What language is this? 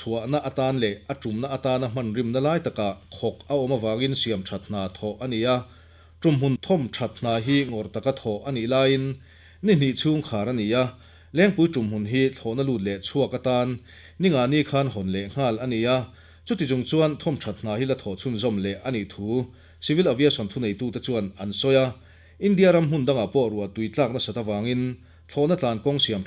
Mizo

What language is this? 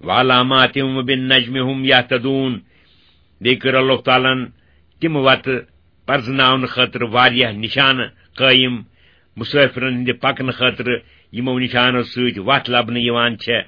Kashmiri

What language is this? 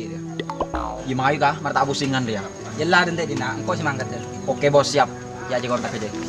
Madurese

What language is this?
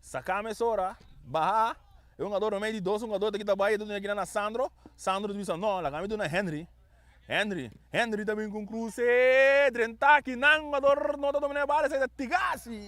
Papiamento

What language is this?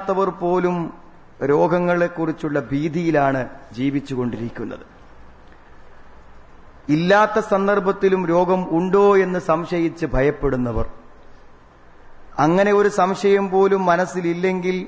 Malayalam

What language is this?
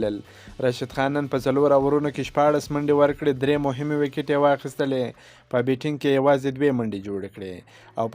Pashto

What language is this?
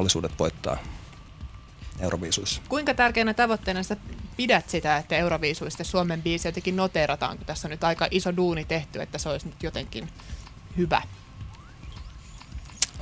Finnish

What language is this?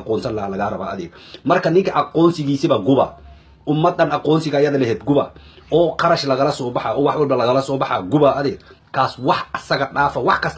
Somali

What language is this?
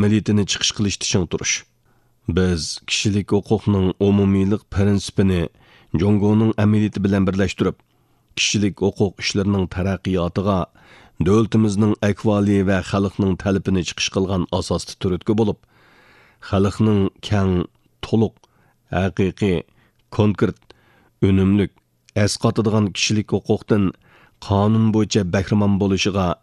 Uyghur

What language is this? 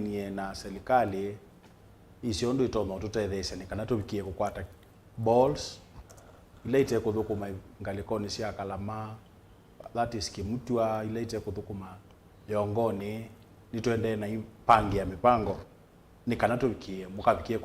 Kamba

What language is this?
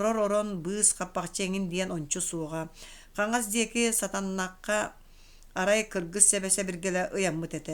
Yakut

